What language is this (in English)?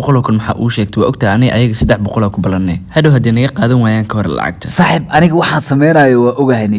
Somali